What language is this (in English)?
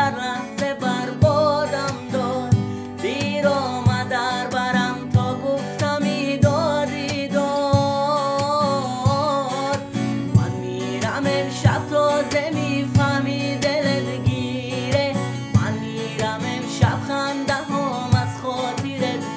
Tajik